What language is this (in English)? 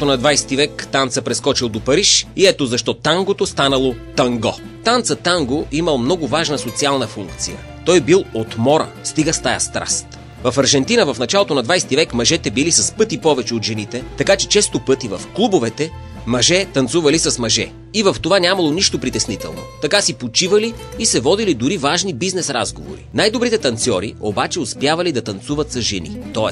Bulgarian